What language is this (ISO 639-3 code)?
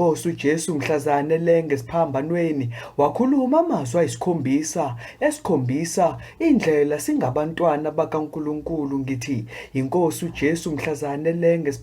zul